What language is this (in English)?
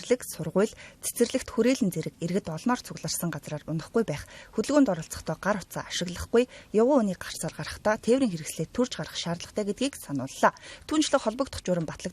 Mongolian